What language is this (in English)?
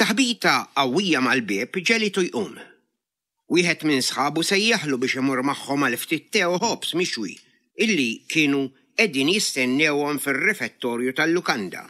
Maltese